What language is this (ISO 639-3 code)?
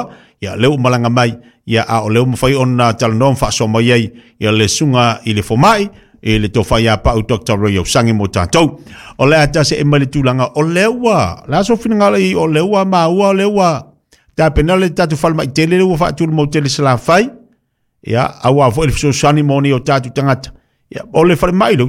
smo